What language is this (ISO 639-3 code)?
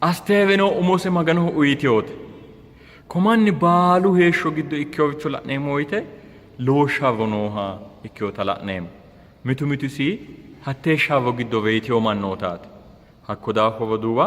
sid